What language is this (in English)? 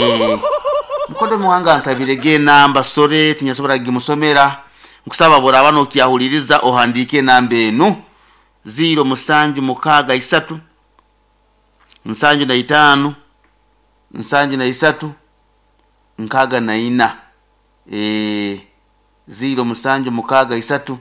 Nyoro